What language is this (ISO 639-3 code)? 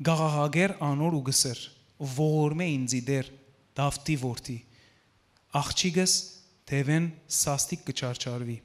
hyw